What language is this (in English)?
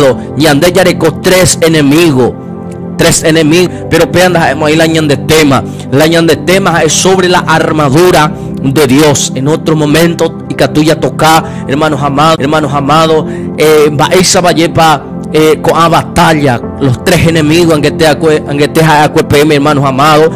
Guarani